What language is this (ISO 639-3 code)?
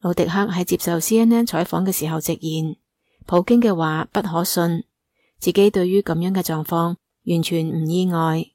yue